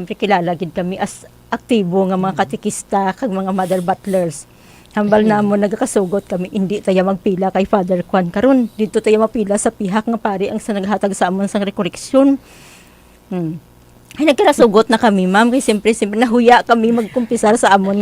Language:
Hiligaynon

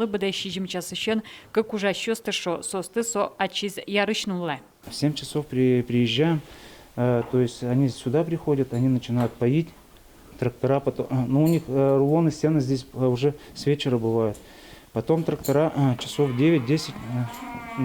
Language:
Udmurt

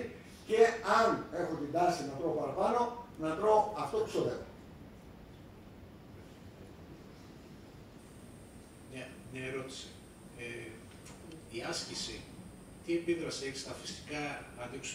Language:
Greek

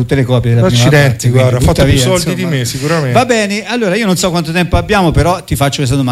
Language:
Italian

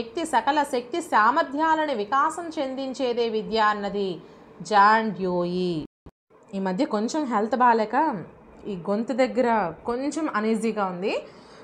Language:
Telugu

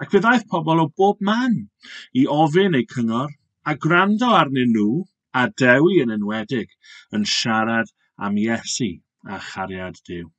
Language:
Welsh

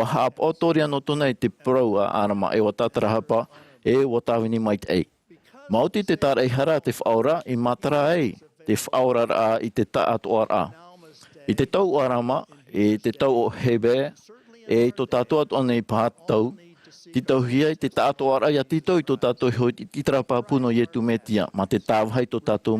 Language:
Tahitian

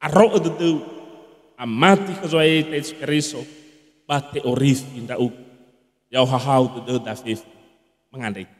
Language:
Nias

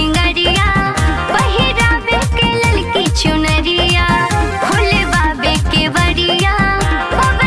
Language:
Bhojpuri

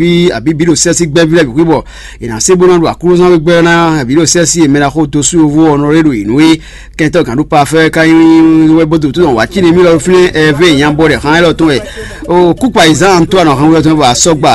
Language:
Fon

